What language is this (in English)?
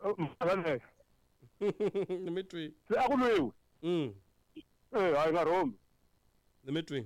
Tsonga